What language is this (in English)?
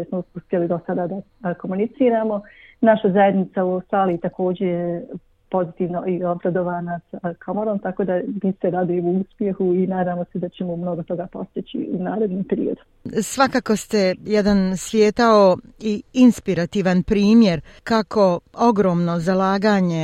Bosnian